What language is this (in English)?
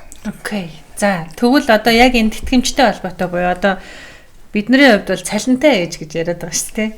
Mongolian